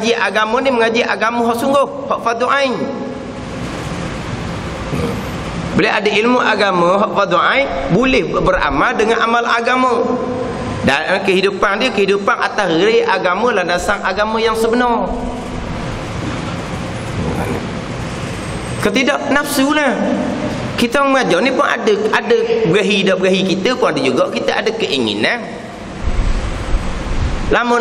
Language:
Malay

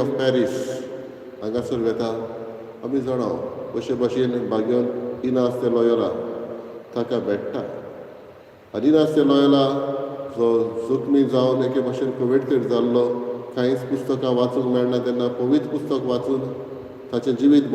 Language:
Konkani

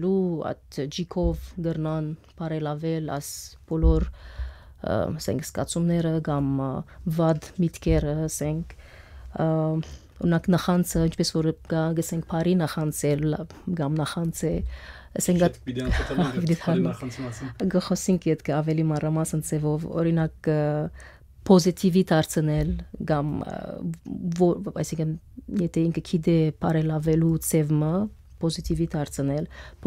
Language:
Western Armenian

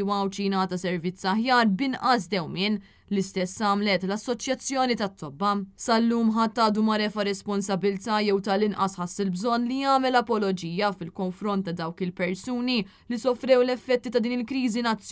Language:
Maltese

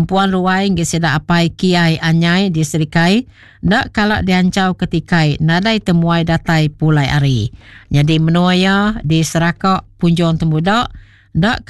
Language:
Iban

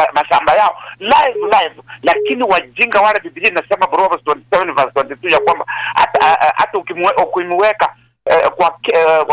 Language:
Swahili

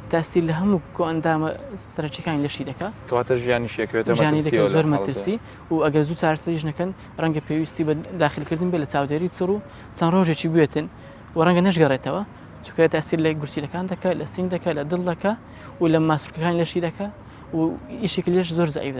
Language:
Central Kurdish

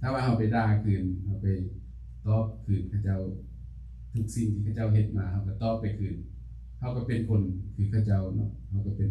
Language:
Lao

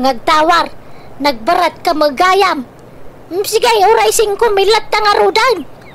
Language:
Iloko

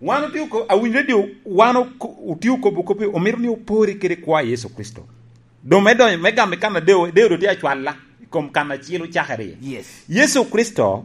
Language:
Lango (Uganda)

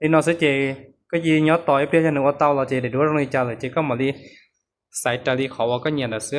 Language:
Hmong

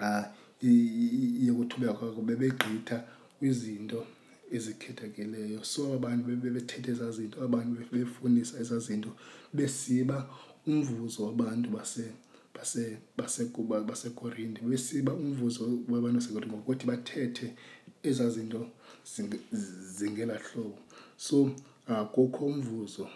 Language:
Xhosa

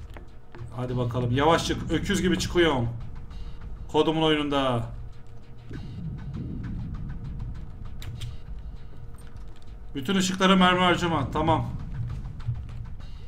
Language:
Turkish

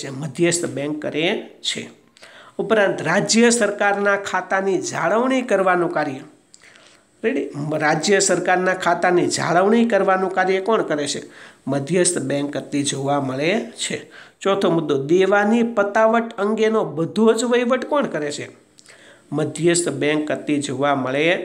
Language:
Gujarati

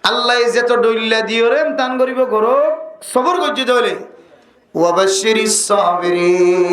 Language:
Rohingya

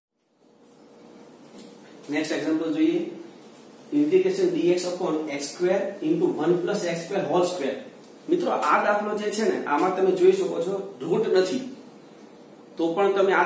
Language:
Gujarati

